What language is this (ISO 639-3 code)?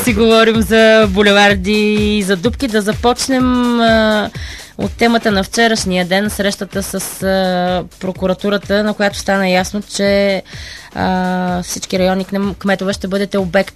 bul